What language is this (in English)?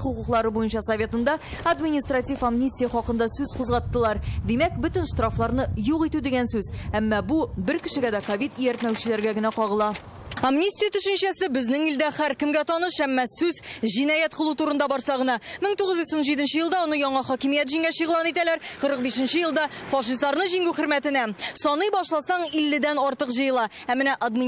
Tatar